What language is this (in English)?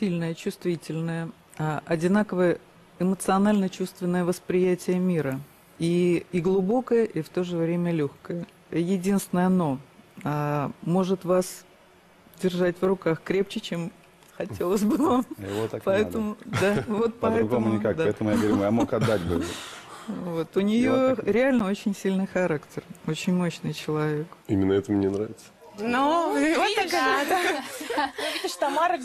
Russian